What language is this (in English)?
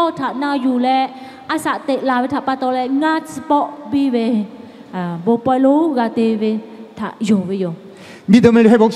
Lahu